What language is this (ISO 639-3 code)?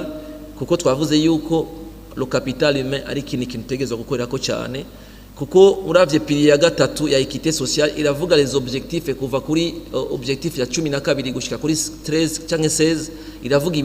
run